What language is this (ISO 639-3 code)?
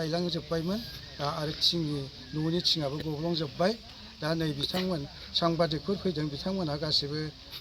brx